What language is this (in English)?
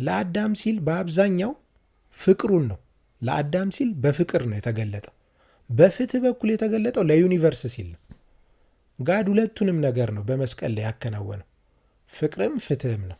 Amharic